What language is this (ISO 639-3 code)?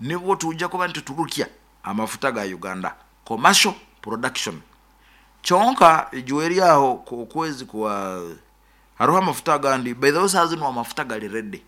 nyo